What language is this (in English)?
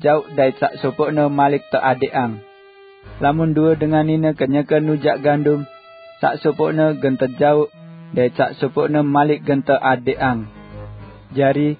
Sasak